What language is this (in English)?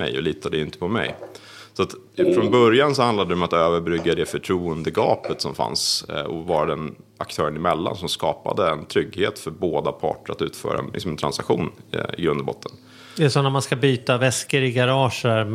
Swedish